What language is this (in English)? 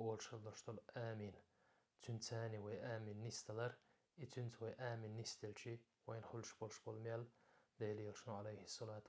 Chechen